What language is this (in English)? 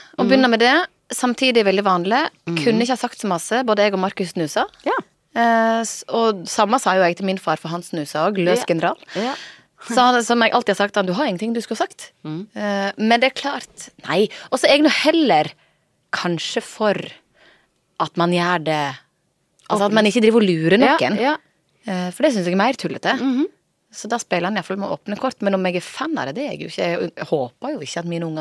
Norwegian